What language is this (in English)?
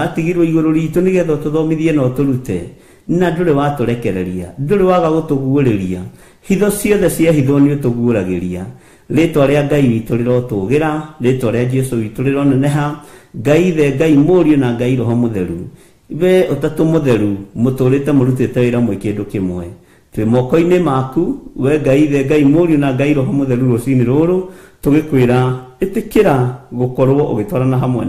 Kikuyu